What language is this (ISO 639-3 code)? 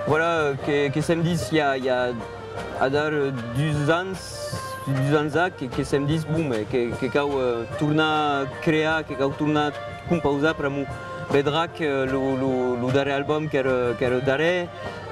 oci